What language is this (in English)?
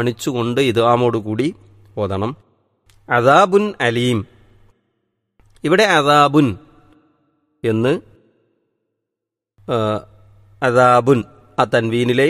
Malayalam